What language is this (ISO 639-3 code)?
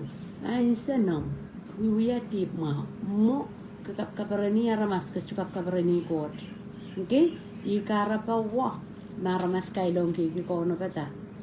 pon